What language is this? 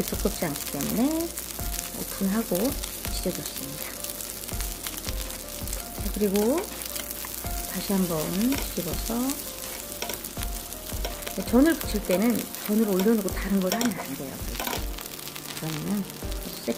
Korean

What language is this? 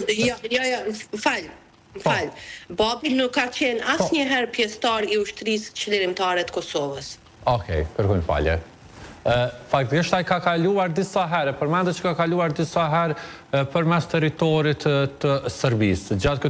Albanian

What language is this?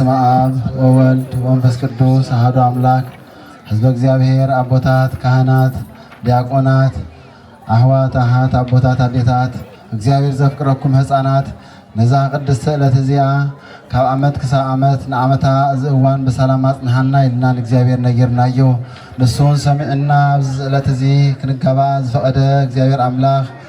Tigrinya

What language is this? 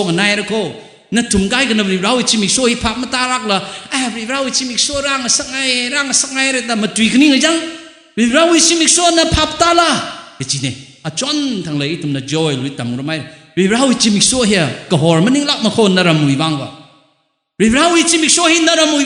Tangkhul Naga (India)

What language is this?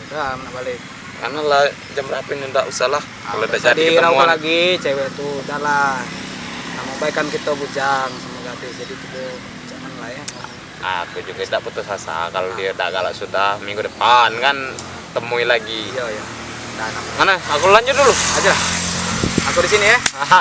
Musi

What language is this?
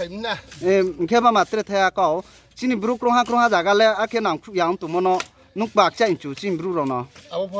Riang (India)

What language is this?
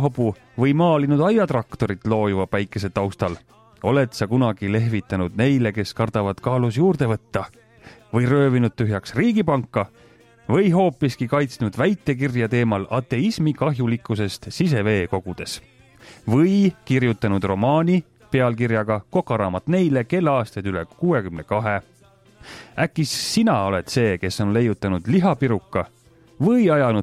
Estonian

